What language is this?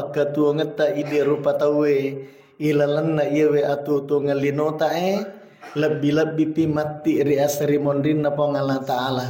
Buginese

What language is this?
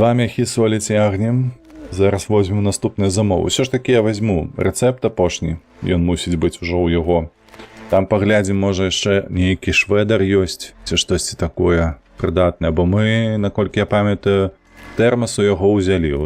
Belarusian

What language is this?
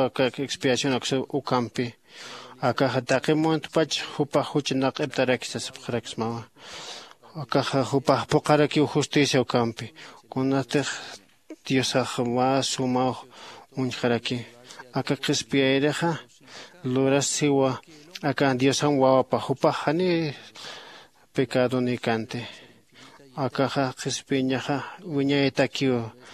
Aymara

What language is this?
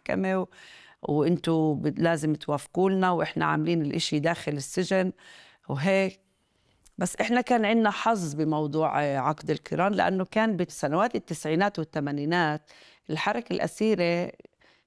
North Levantine Arabic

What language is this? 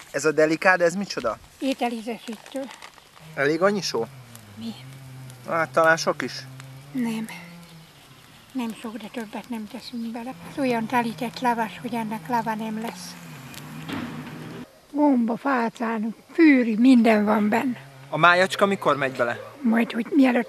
Hungarian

